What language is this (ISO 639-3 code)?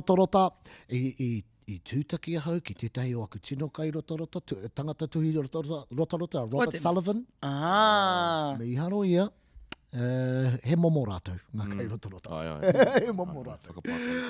mri